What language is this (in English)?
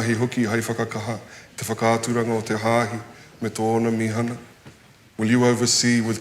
Māori